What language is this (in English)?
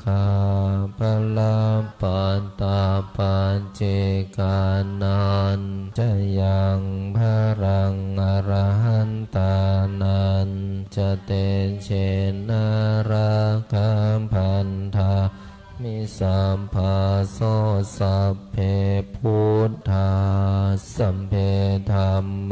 Pali